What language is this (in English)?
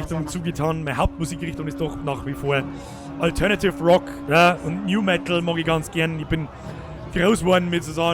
Bavarian